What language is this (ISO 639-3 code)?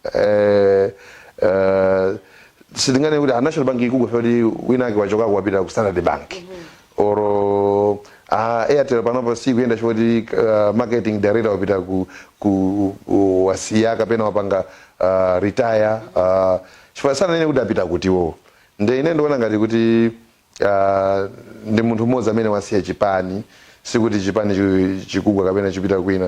nya